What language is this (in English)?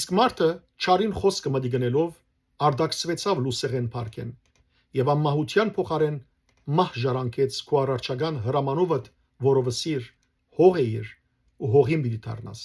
Western Armenian